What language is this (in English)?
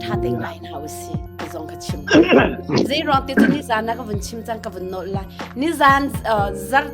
Hakha Chin